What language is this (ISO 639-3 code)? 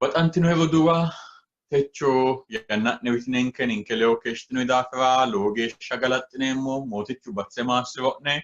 sid